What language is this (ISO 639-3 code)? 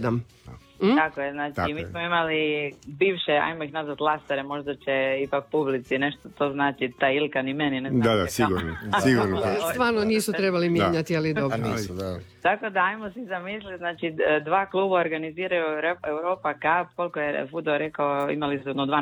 hrv